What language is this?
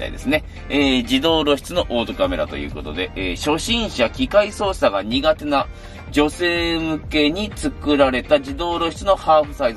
Japanese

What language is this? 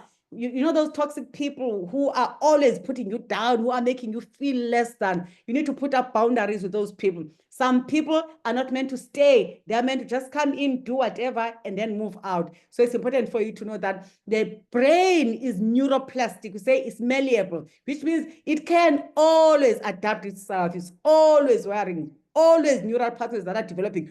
English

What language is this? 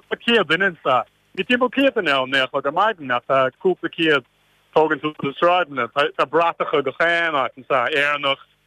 Irish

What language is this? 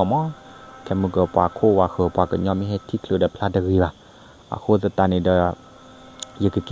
S'gaw Karen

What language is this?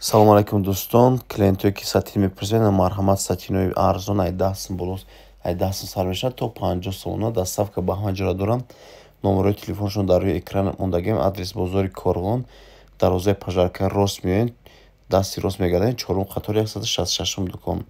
Tajik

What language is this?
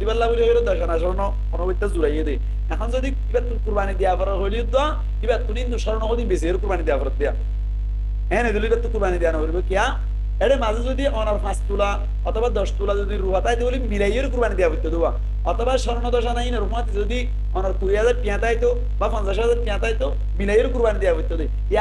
Rohingya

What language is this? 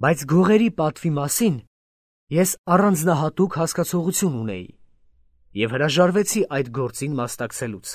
Armenian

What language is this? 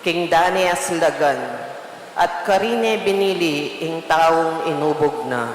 Pampanga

